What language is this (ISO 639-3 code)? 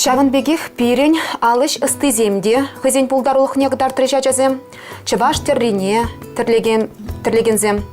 chv